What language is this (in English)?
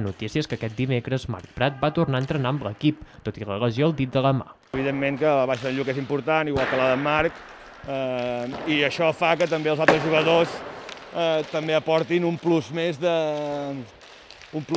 Catalan